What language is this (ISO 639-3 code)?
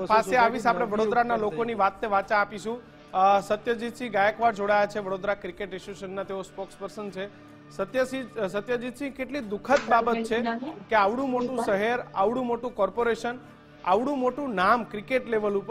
guj